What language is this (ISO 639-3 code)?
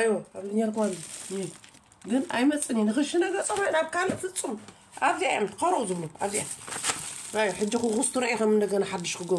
tir